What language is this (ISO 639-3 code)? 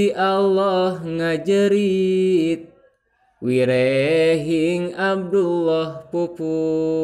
sun